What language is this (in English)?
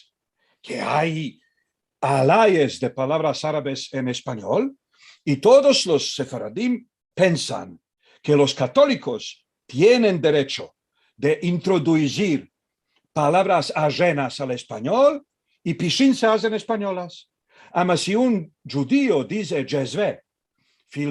Ladino